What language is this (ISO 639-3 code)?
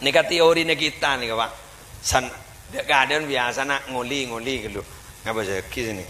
mad